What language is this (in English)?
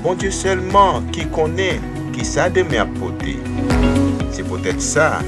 Haitian Creole